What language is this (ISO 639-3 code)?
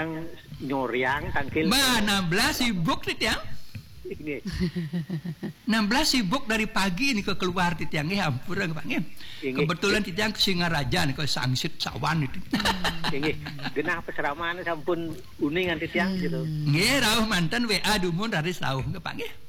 ban